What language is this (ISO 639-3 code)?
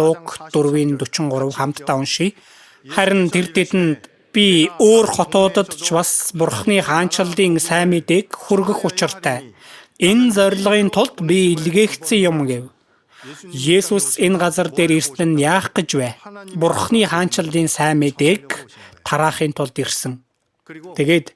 mon